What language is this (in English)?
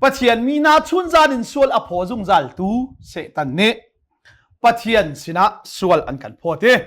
Hakha Chin